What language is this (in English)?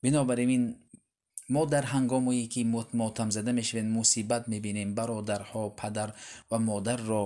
Tajik